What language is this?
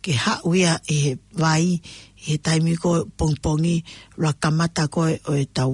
Tongan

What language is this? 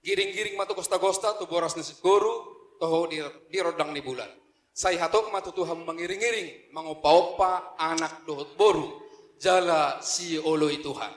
Batak Toba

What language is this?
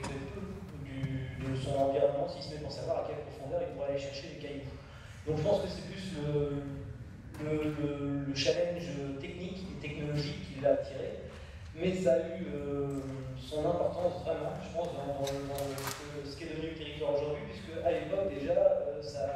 French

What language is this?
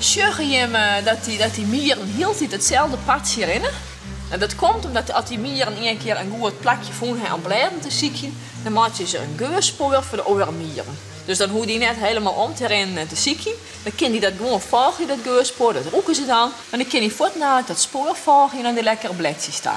Western Frisian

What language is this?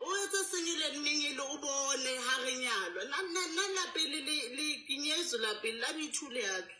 Southern Sotho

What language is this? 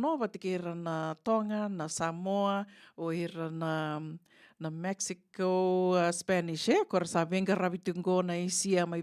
Fijian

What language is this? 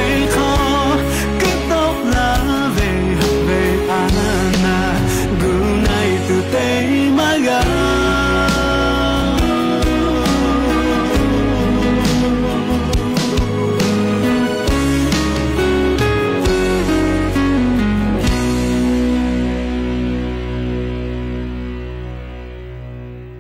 Thai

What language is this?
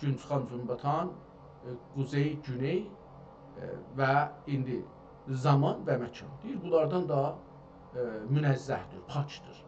South Azerbaijani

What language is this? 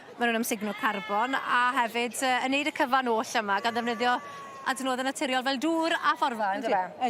Welsh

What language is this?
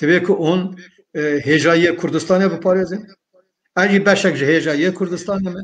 Kurdish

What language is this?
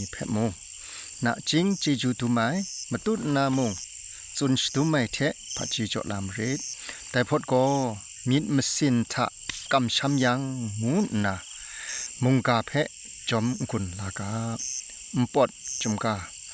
Kachin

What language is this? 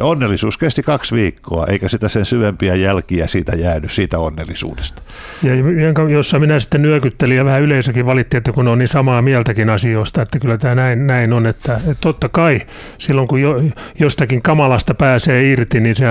Finnish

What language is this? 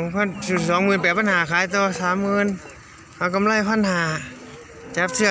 Northeastern Thai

